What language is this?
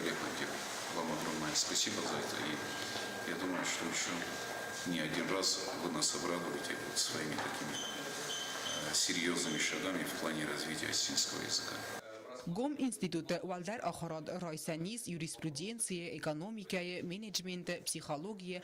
Ossetic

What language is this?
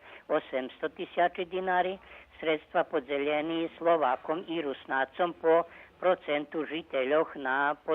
Rusyn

